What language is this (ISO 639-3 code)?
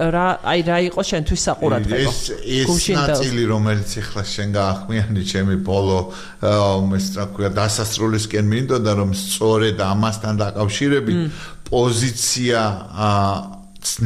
kat